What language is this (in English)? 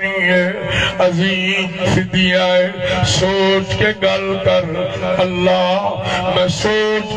Saraiki